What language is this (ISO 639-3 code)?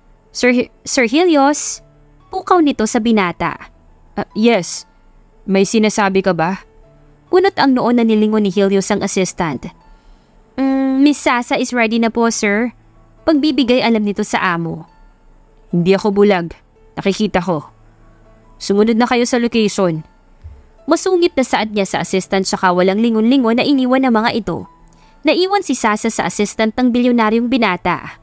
fil